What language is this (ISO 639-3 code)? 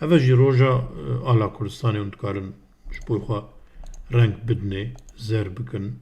kur